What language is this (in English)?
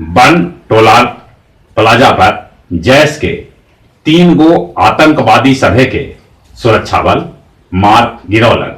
Magahi